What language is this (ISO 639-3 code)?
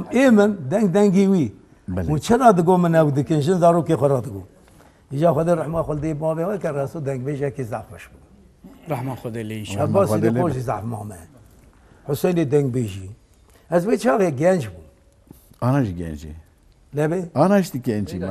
kur